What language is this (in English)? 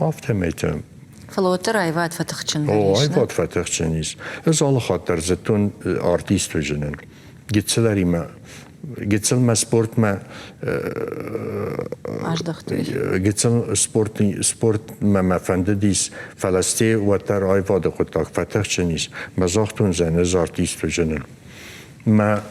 Ossetic